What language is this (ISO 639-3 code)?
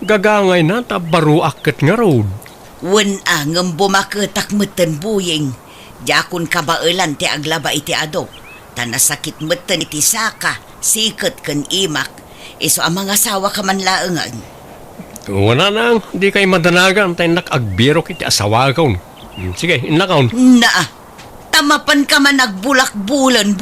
ilo